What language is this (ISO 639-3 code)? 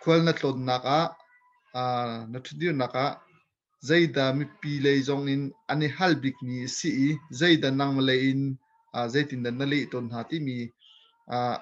cnh